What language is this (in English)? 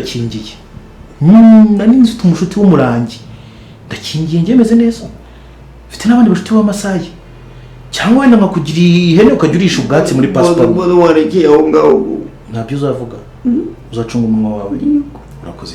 Kinyarwanda